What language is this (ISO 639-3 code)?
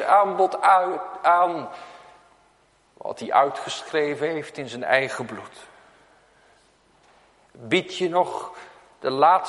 nld